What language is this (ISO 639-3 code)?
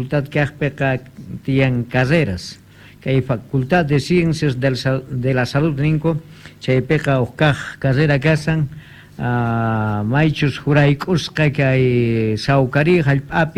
que